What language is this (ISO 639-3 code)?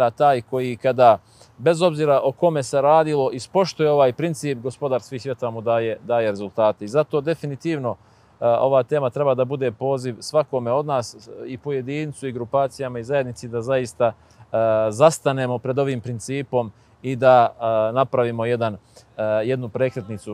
bos